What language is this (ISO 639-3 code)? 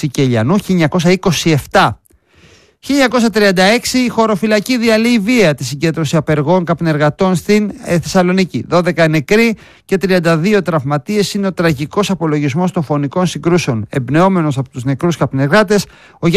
ell